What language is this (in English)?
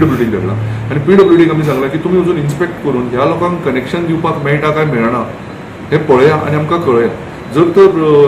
Konkani